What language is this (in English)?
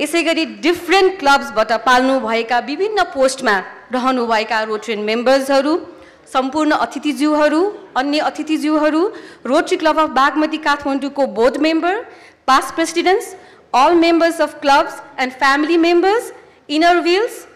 Nepali